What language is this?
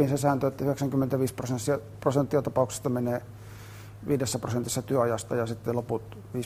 Finnish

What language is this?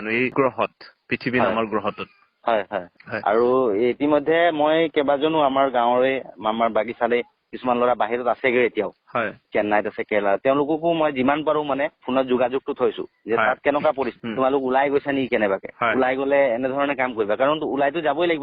Assamese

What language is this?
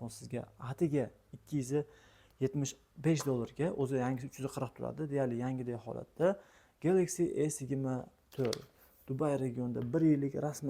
Uzbek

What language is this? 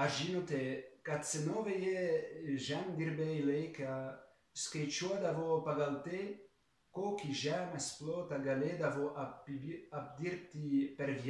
Lithuanian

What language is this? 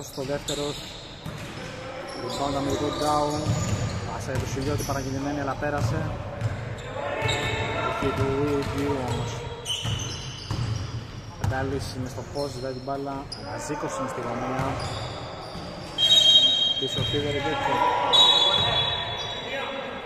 Greek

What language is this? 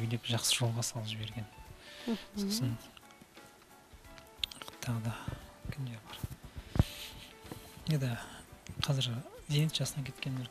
Kazakh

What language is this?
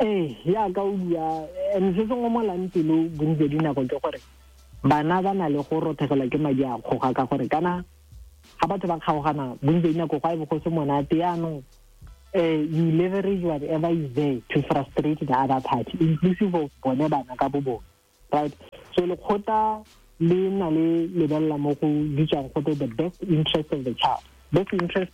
Tswana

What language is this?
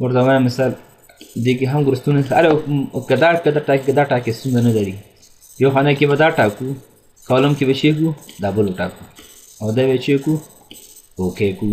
Pashto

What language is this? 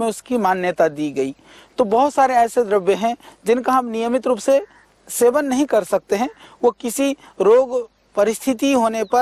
Hindi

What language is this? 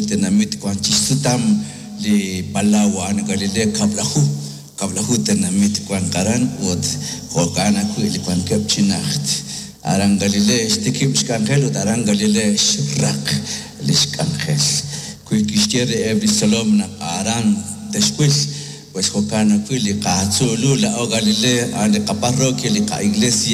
Kekchí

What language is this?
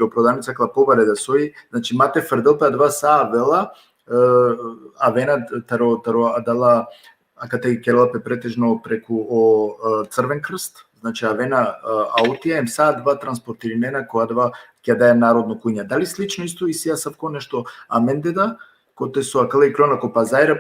Balkan Romani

